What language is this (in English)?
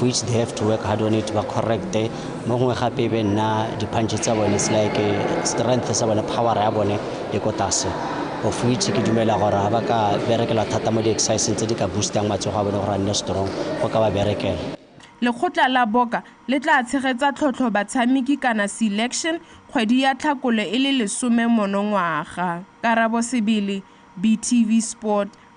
Tswana